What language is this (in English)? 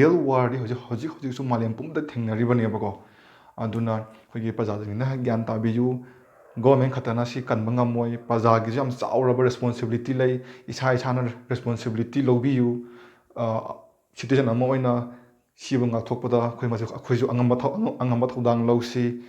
Manipuri